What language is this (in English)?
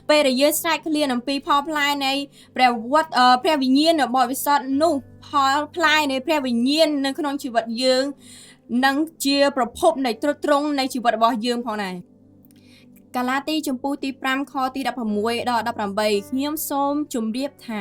Khmer